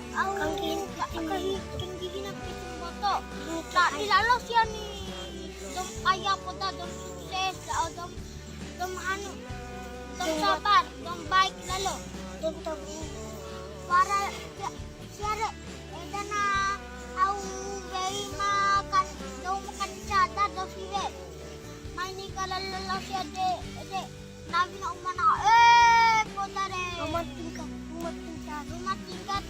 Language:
Bima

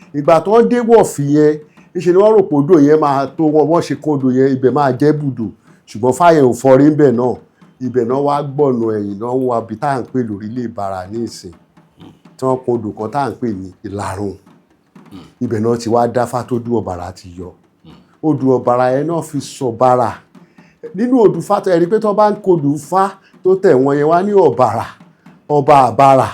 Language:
Yoruba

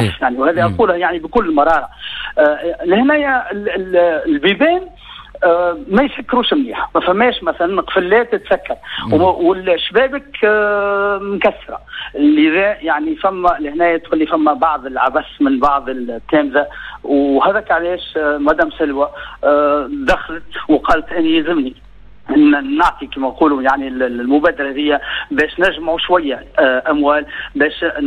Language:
Tunisian Arabic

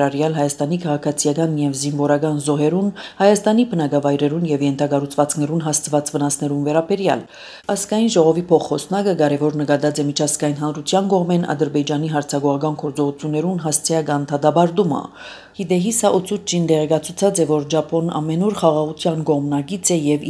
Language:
Armenian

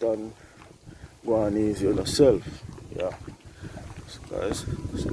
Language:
Jamaican Creole English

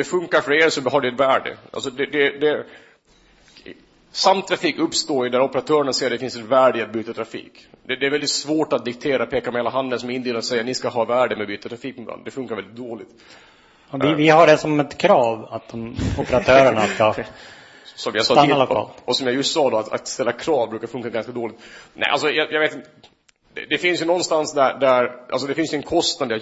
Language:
Swedish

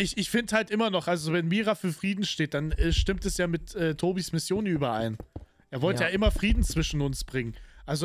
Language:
German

